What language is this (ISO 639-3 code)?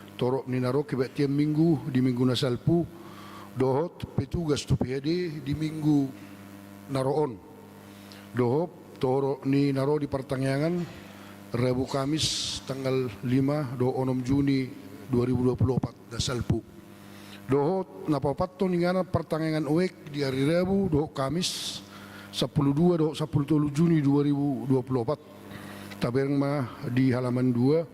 bbc